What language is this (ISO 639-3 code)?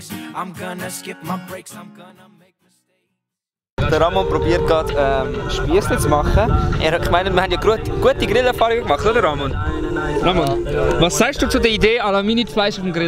gsw